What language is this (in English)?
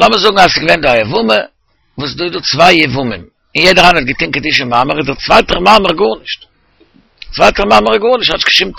Yiddish